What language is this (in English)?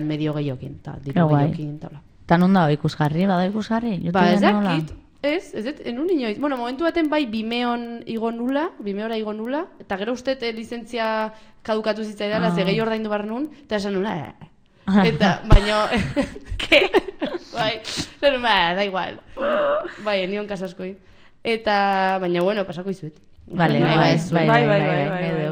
Basque